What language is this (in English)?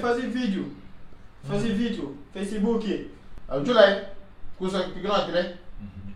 Kabuverdianu